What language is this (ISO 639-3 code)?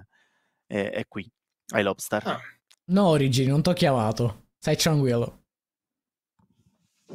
ita